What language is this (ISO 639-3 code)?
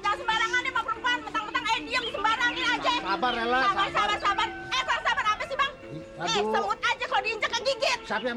bew